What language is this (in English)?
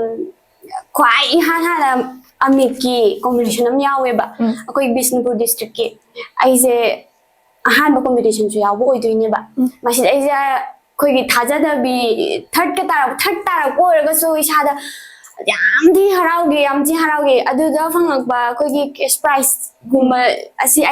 Manipuri